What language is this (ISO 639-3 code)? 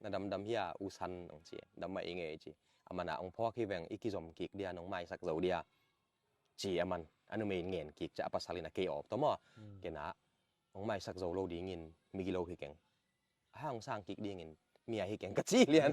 ctd